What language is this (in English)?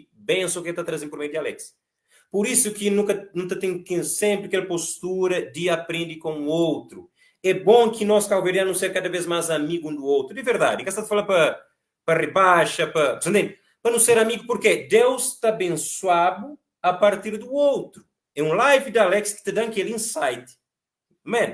Kabuverdianu